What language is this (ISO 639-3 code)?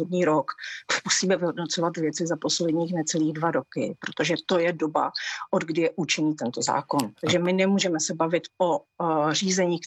ces